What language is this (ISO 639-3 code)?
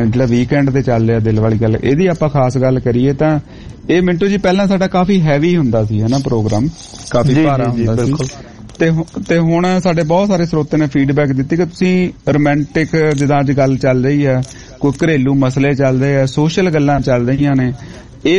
pan